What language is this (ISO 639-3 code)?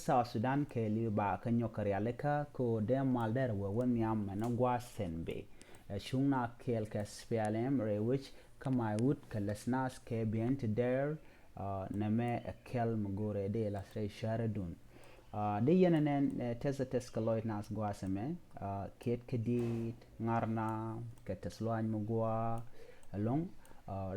nus